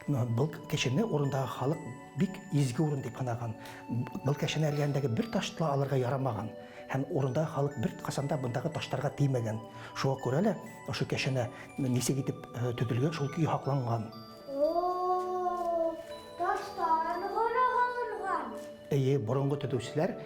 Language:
Bashkir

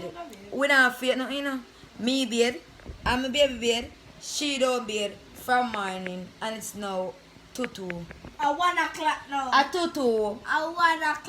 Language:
Jamaican Creole English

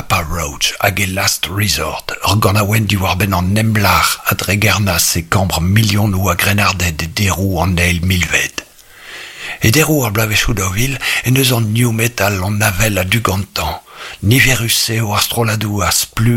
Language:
Breton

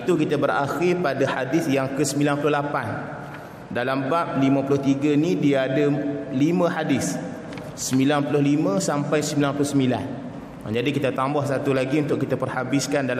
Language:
Malay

